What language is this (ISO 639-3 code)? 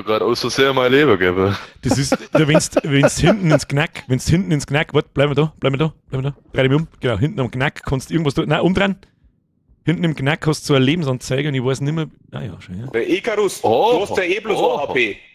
bar